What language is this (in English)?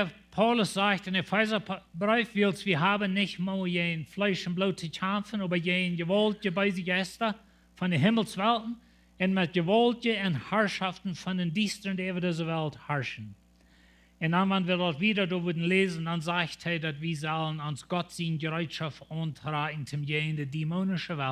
Plautdietsch